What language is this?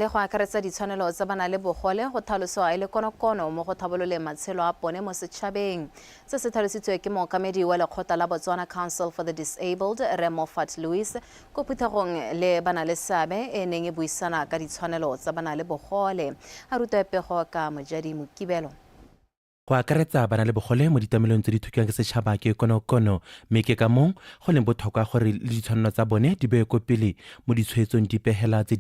Tswana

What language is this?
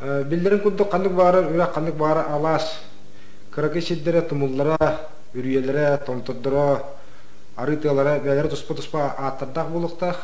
Yakut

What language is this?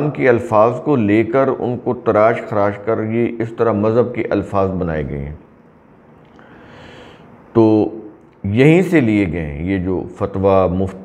Urdu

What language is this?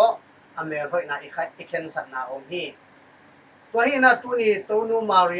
Tedim Chin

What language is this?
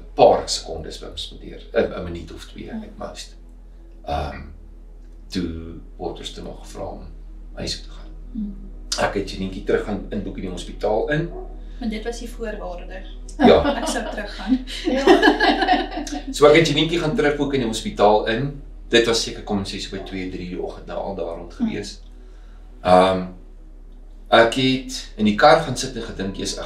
Afrikaans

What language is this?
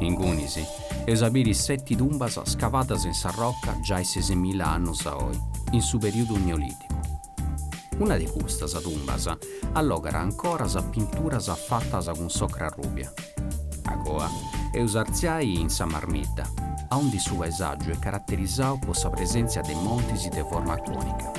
Sardinian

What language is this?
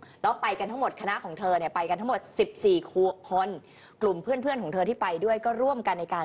Thai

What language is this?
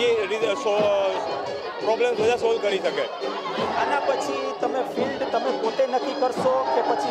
Gujarati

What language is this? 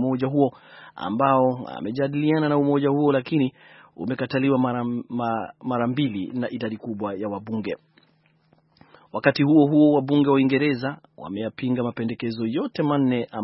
Swahili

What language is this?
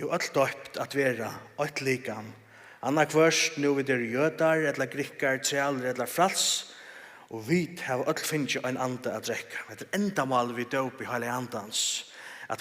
Faroese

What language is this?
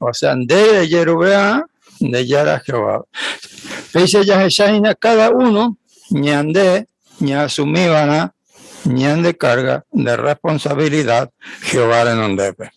Guarani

